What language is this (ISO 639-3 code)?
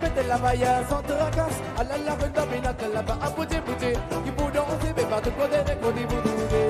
crs